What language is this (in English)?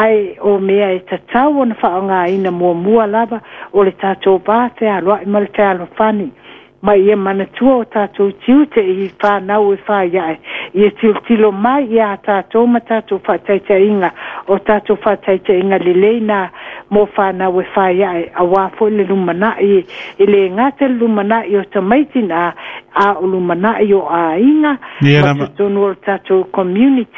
Samoan